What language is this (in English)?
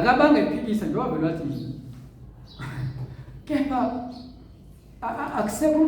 Zulu